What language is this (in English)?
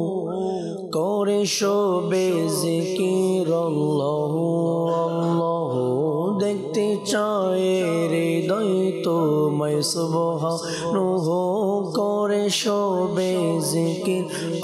Bangla